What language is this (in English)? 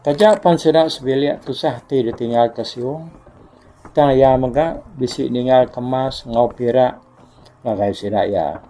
Iban